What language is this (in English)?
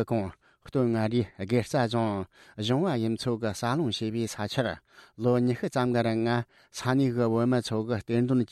Tibetan